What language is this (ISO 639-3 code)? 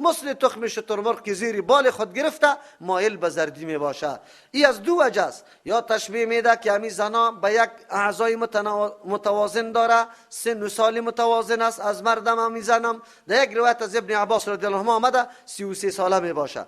fas